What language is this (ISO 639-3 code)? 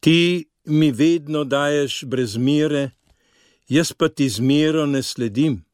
slv